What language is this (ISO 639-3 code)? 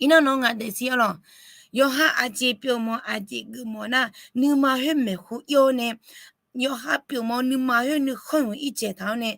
ahk